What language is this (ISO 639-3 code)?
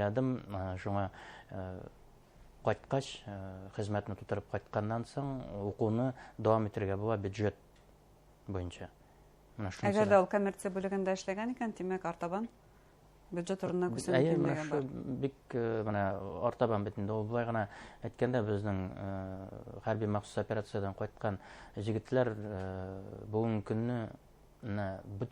bak